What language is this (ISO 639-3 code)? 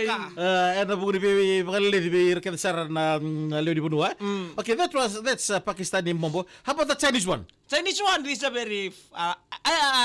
fij